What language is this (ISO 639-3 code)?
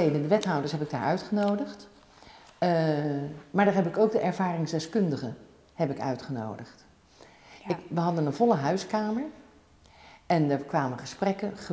nld